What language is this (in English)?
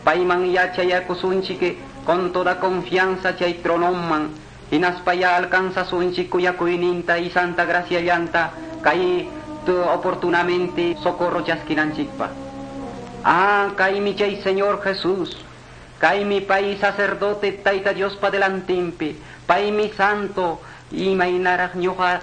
Quechua